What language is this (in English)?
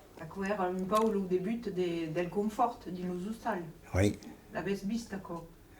Occitan